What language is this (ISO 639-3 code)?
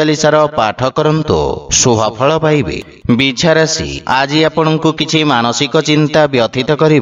ori